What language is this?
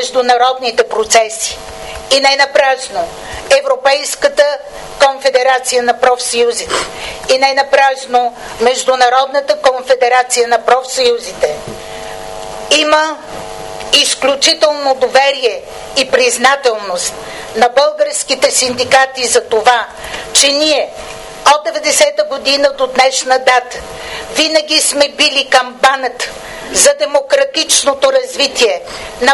Bulgarian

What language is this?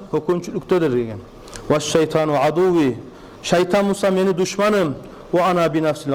Kumyk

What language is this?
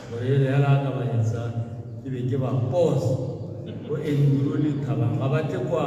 Tswana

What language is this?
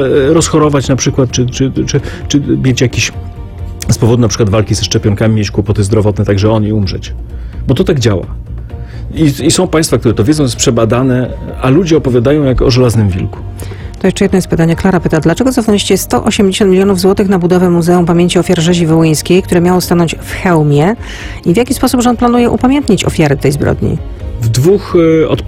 Polish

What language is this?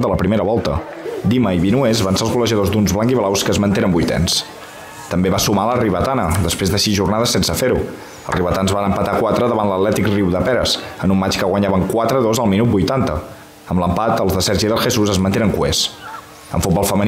Catalan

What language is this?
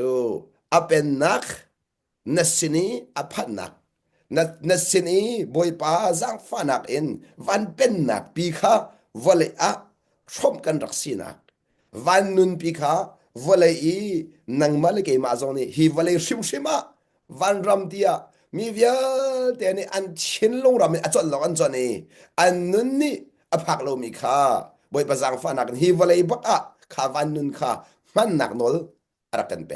Hakha Chin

